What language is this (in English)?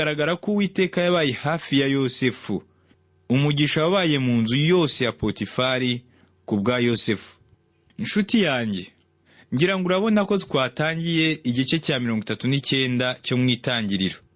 Kinyarwanda